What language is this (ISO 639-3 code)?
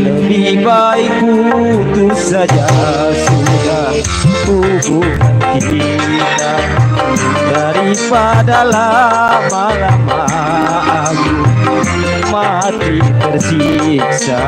bew